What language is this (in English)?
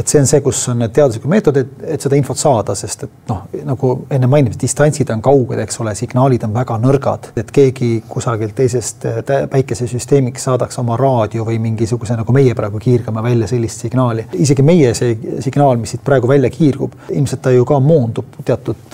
Estonian